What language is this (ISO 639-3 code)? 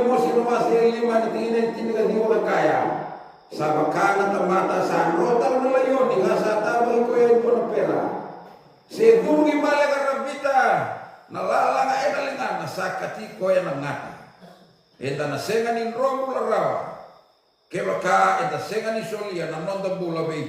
fij